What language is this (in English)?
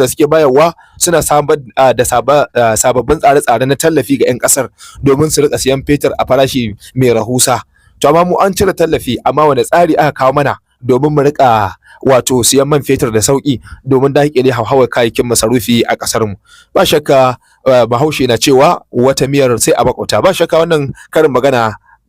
Hausa